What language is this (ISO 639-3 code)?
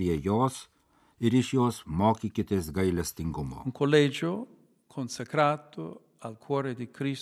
lit